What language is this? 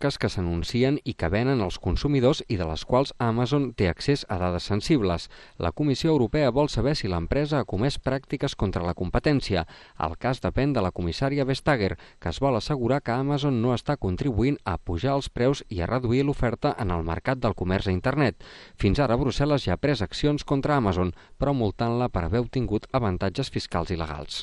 Catalan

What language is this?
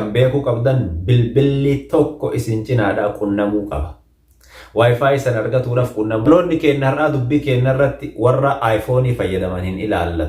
Oromo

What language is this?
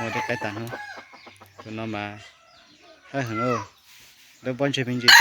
Hmong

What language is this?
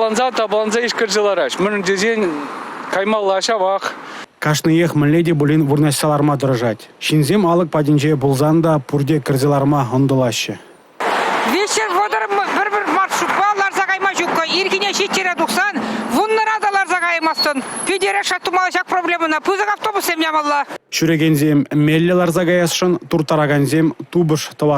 Chuvash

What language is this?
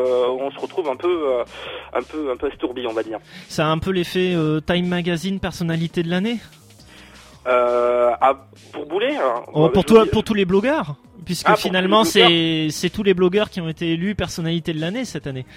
French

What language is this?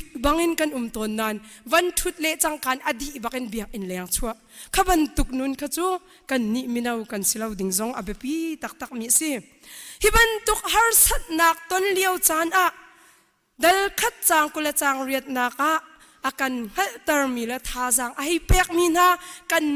Hakha Chin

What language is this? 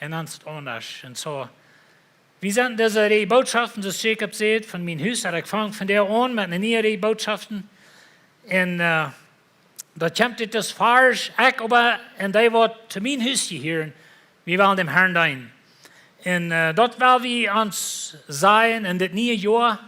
Plautdietsch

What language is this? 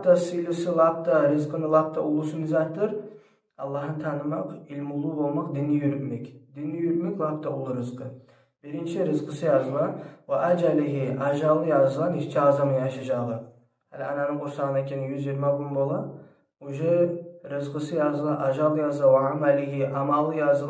Kumyk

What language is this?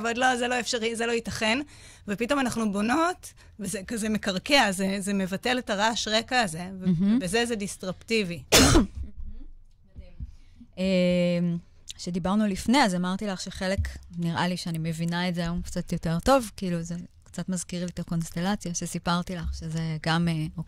Hebrew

